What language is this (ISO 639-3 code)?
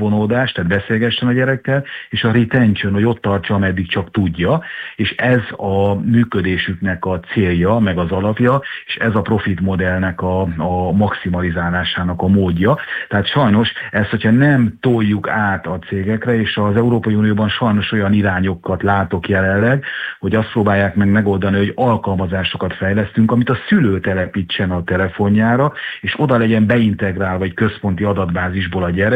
hun